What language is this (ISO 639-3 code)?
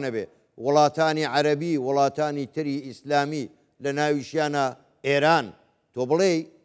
ckb